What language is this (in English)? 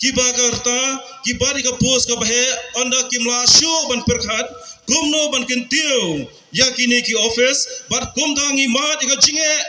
Khasi